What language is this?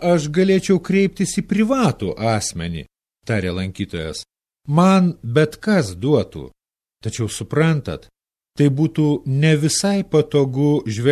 Lithuanian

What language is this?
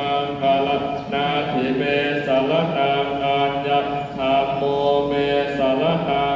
Pali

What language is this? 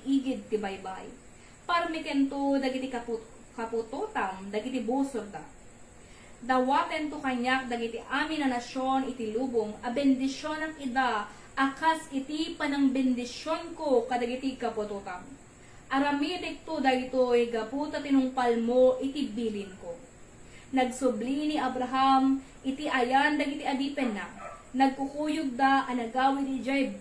Iloko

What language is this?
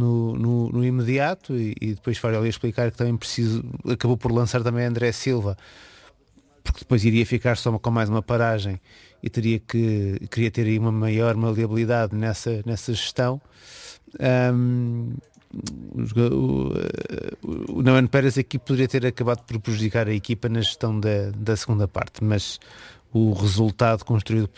Portuguese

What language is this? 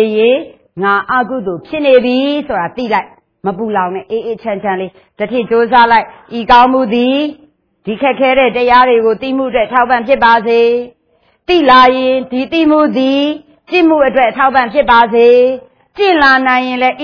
Burmese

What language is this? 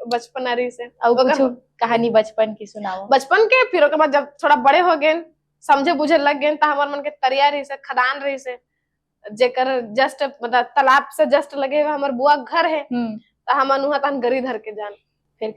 Chhattisgarhi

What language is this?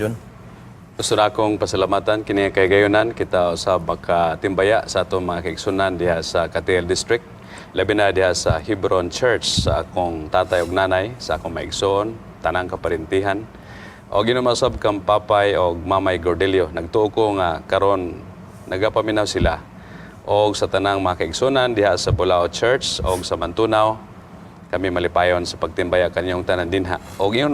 Cebuano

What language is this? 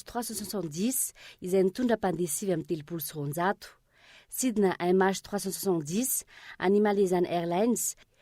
Malagasy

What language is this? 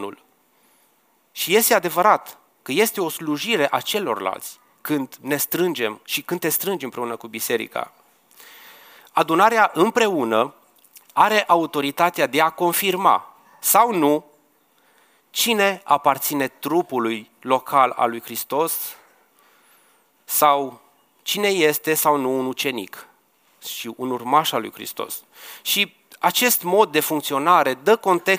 Romanian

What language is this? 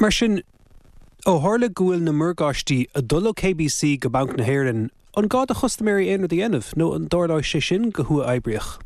Irish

